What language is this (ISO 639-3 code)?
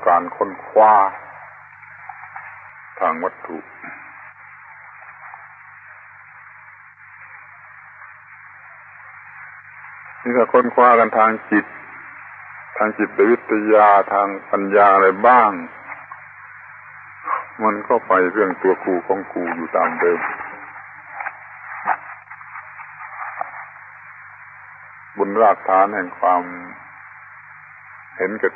tha